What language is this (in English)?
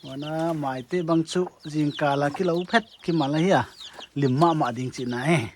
Paite Chin